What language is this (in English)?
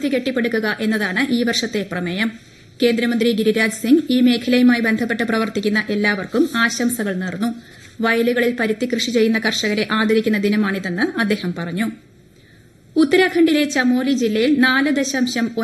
Malayalam